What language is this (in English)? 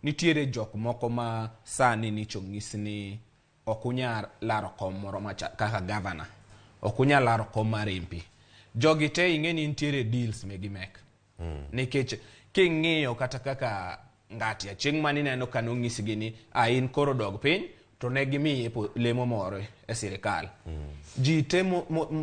Luo (Kenya and Tanzania)